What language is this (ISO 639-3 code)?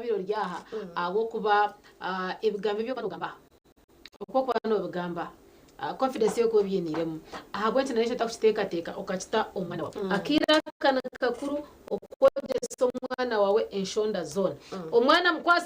nyn